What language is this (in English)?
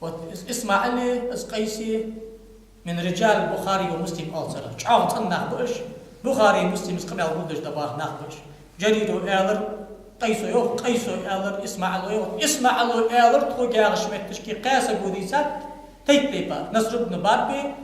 Ingush